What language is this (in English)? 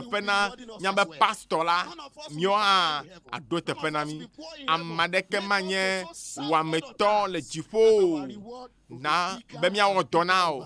Ewe